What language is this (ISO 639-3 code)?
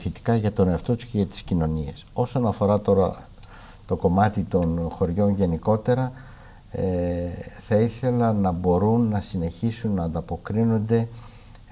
ell